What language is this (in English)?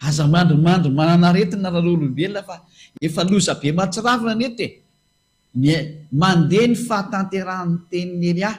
Malagasy